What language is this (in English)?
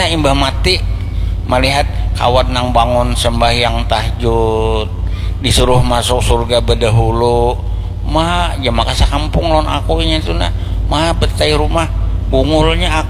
Banjar